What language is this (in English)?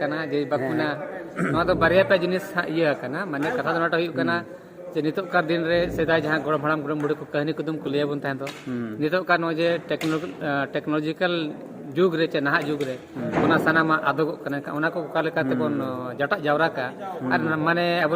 Santali